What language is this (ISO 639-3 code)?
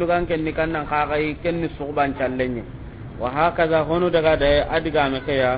snk